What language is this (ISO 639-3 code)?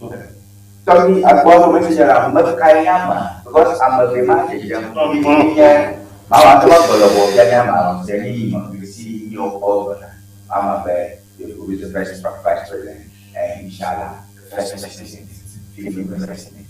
ewe